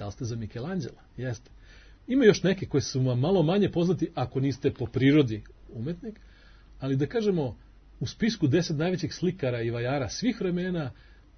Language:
Serbian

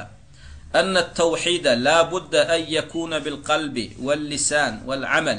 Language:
Turkmen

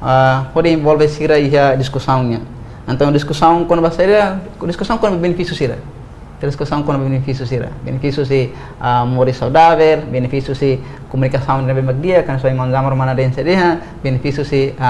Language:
Tetum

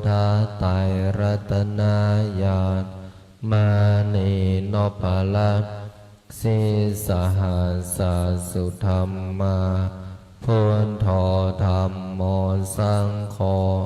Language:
Pali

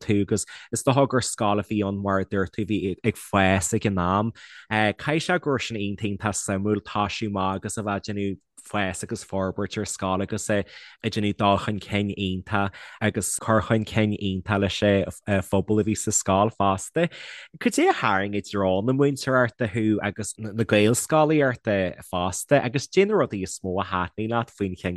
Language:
Irish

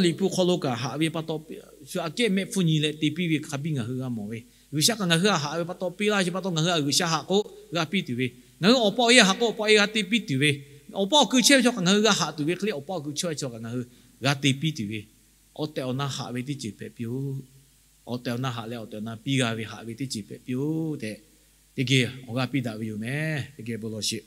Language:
Lahu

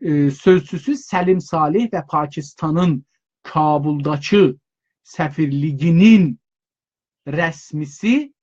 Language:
South Azerbaijani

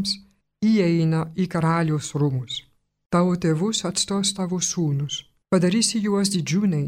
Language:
Lithuanian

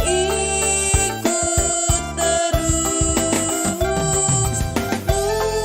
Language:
Batak Karo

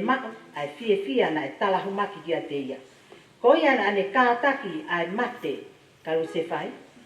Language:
Tongan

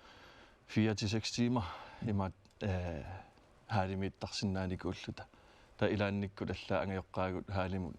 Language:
Kalaallisut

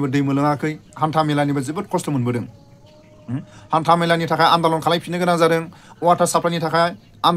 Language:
Bodo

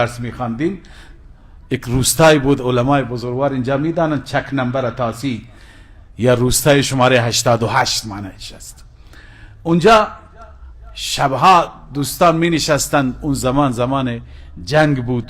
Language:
Persian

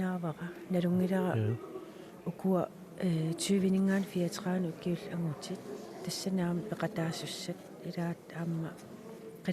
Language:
Kalaallisut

